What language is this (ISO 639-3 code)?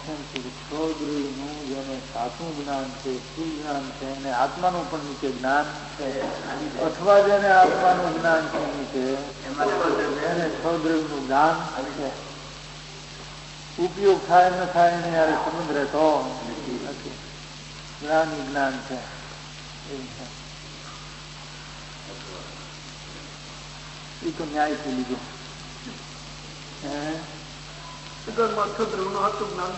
guj